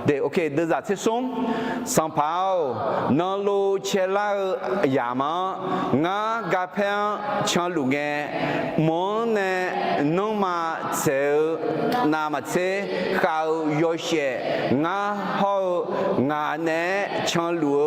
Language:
Akha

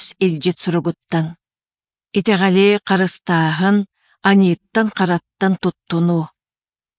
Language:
Yakut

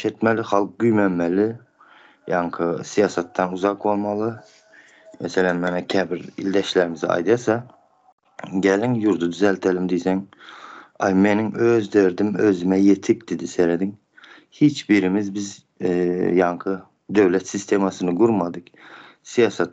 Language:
Turkmen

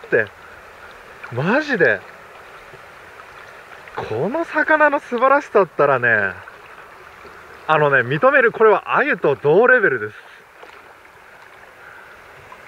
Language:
Japanese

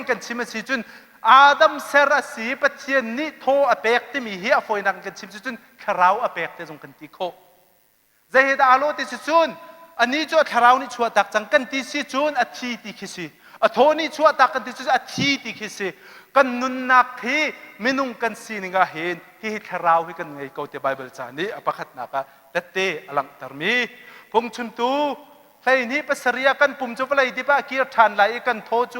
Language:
Hakha Chin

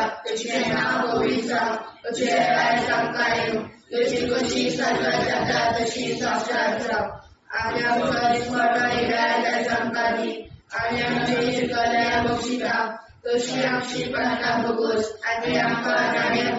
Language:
Konkani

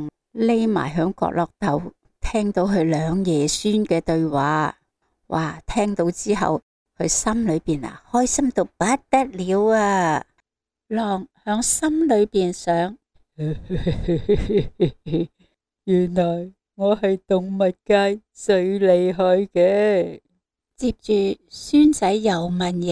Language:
Cantonese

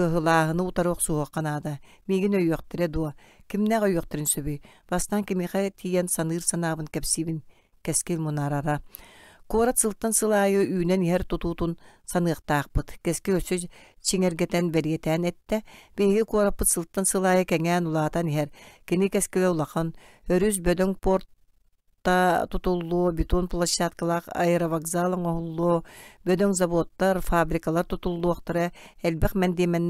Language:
Yakut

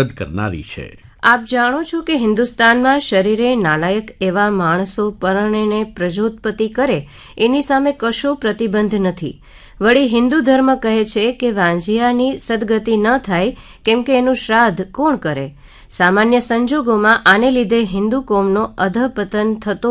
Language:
Gujarati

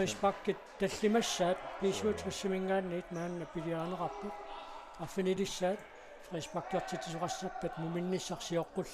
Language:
Kalaallisut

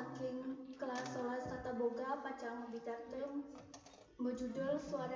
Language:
Balinese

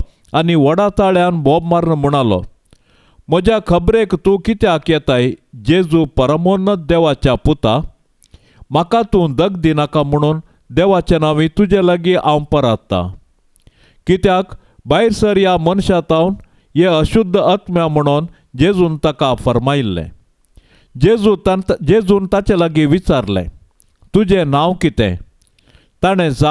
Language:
Konkani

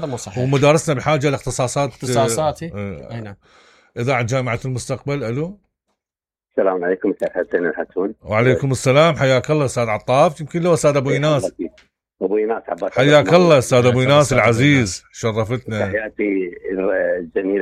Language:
Mesopotamian Arabic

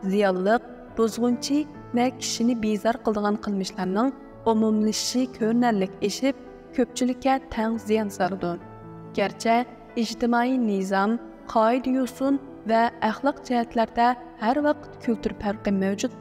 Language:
Uyghur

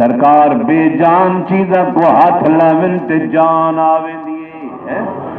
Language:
Saraiki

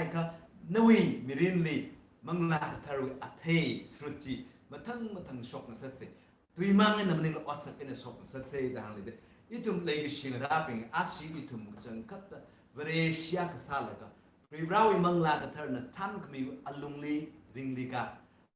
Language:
Tangkhul Naga (India)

